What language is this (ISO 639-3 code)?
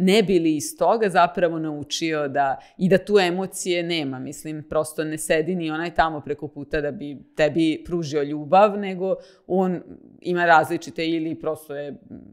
srp